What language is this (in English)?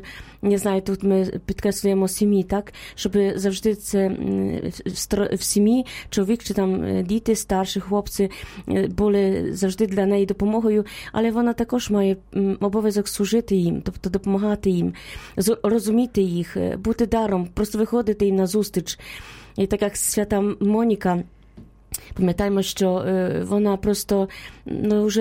Ukrainian